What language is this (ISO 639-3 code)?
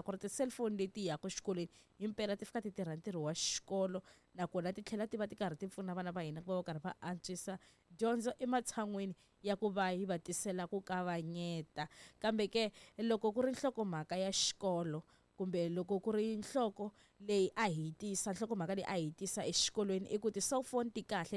tso